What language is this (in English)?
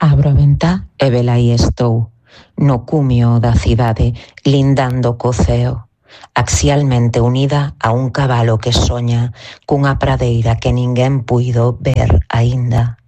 Galician